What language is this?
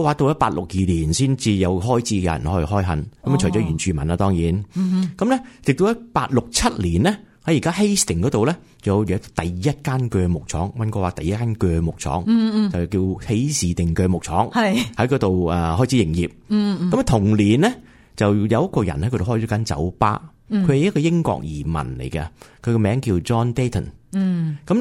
Cantonese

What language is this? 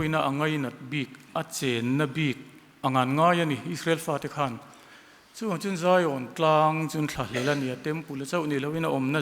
Mizo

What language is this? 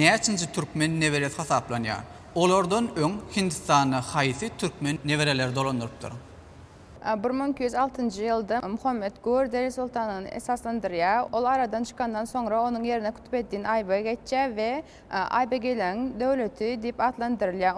Turkmen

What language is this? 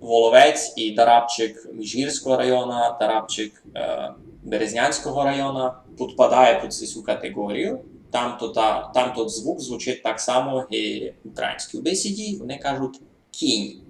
Rusyn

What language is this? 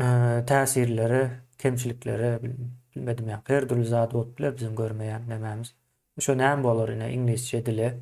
Turkmen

